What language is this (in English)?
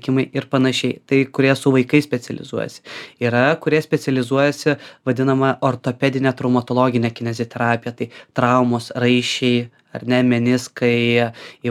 Lithuanian